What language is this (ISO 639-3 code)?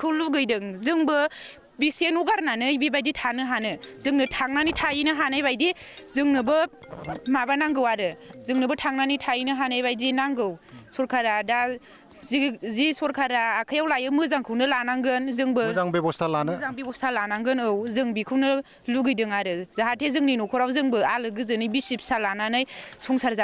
brx